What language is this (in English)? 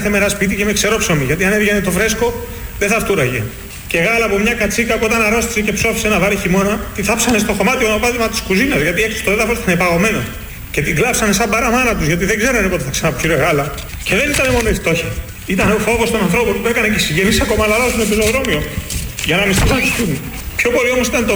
Greek